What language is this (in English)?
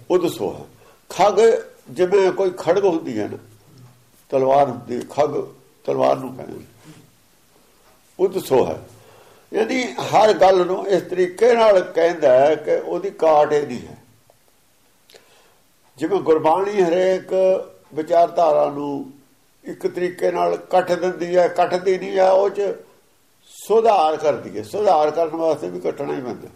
Punjabi